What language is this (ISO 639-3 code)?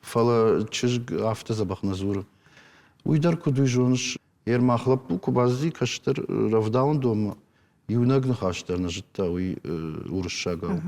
oss